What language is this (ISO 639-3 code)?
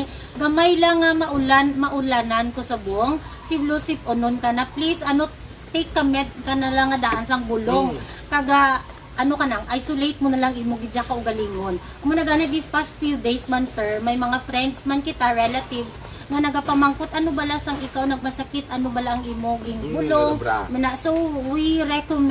hil